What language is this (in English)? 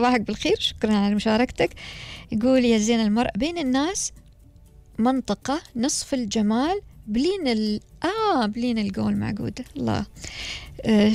Gulf Arabic